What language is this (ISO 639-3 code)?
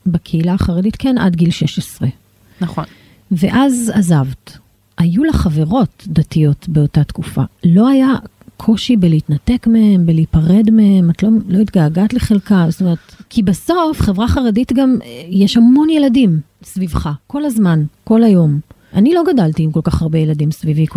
heb